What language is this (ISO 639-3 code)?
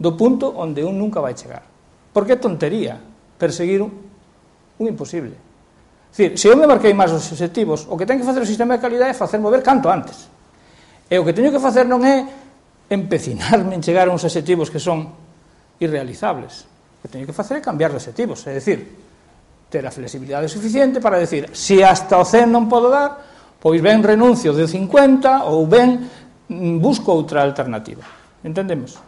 glg